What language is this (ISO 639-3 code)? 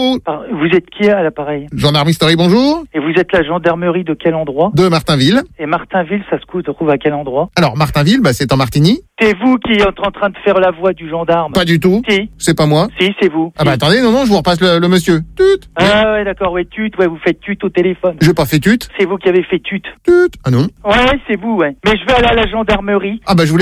fra